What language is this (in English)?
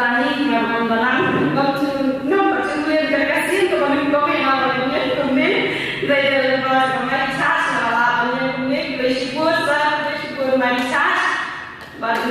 Khasi